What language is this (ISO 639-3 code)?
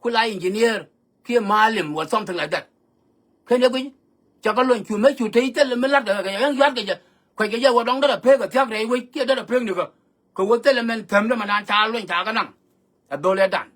nus